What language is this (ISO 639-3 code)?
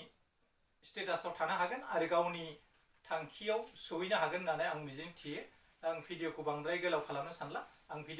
brx